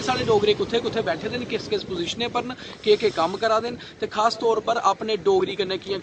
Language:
Dogri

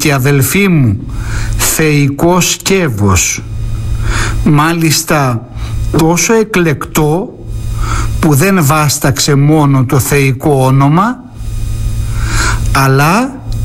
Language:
Greek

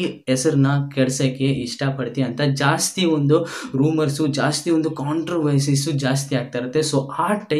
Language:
Kannada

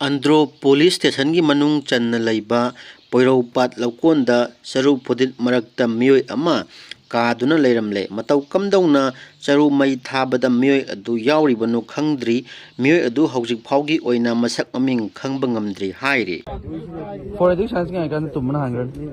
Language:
Manipuri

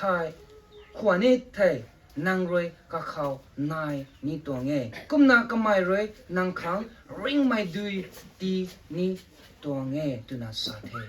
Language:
Rongmei Naga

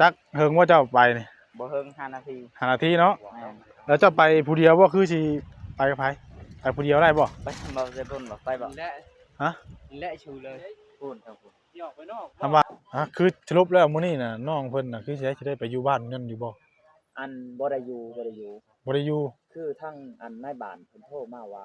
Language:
Northeastern Thai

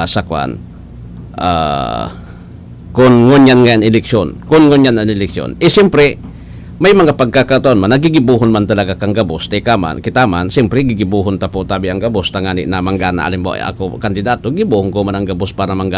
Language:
Bikol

